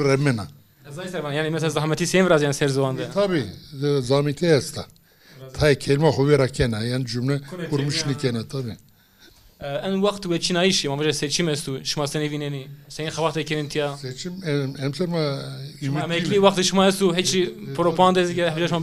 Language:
Zaza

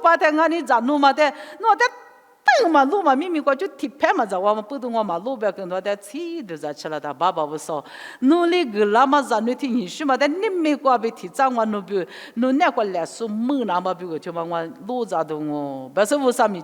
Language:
Lisu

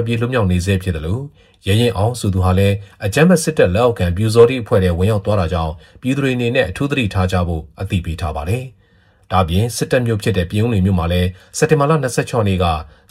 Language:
Burmese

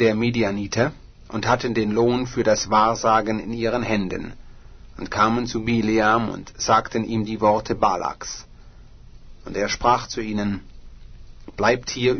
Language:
German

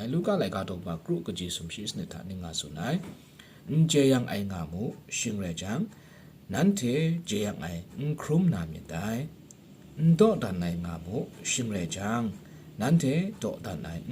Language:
Kachin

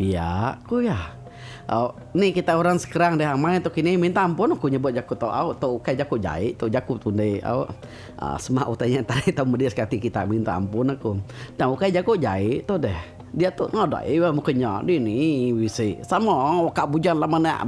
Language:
Iban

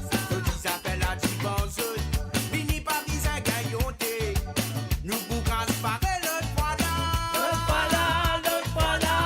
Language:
Morisyen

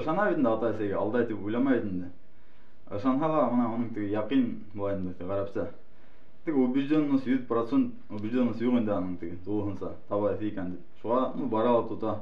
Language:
Bashkir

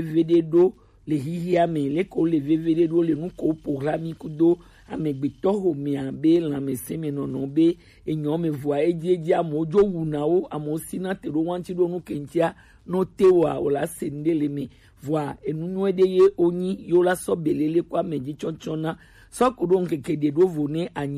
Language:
Gen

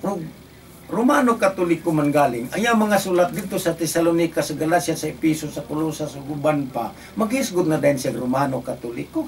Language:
Cebuano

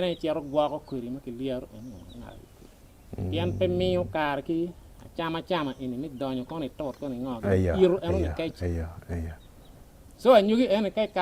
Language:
Acoli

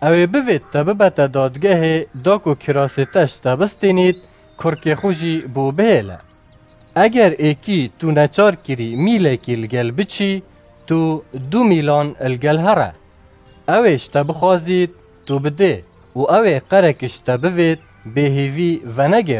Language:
Kurdish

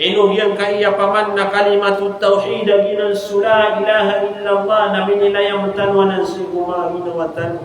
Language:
Maranao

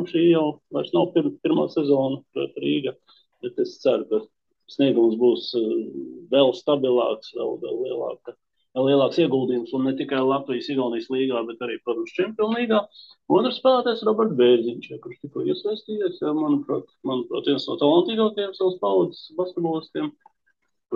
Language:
Latvian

